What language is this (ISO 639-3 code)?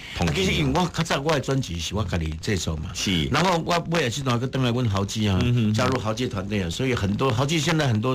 nan